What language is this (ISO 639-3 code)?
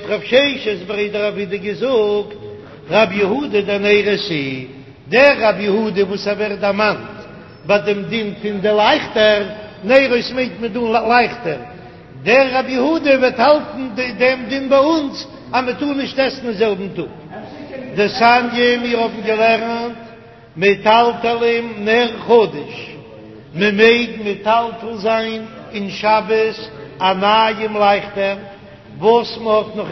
yid